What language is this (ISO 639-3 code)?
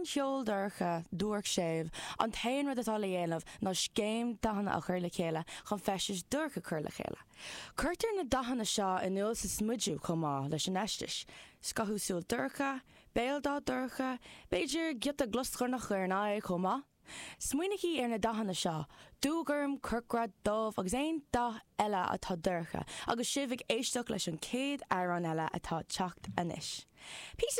gle